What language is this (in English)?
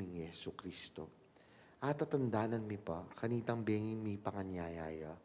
Pampanga